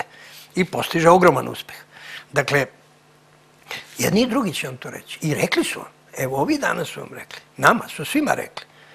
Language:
Serbian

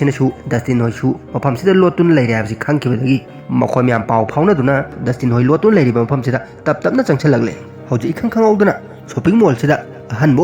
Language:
Manipuri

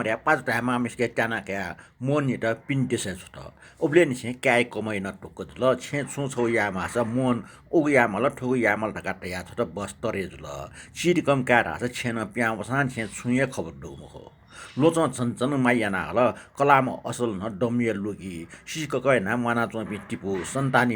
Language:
Newari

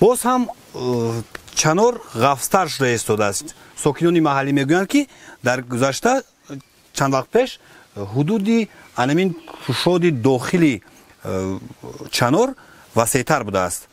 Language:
Tajik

